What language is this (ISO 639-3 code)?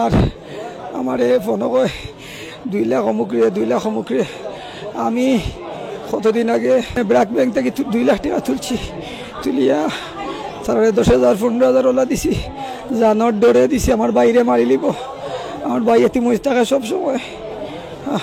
syl